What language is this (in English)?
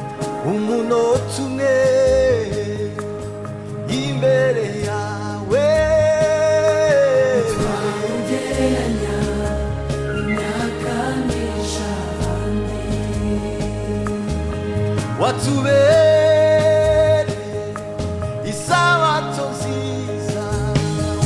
Kinyarwanda